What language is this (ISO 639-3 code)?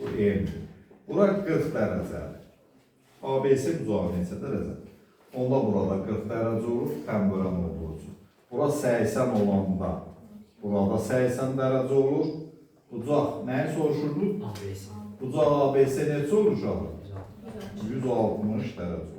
aze